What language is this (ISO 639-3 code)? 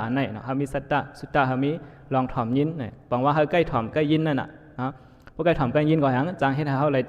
shn